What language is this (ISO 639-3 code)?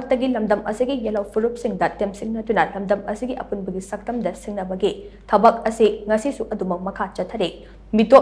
mni